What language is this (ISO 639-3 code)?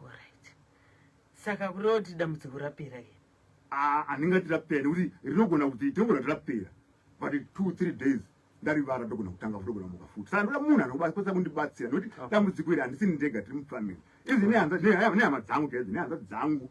sna